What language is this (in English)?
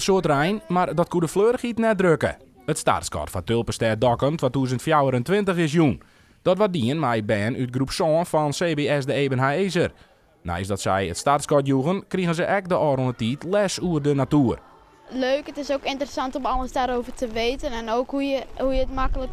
Western Frisian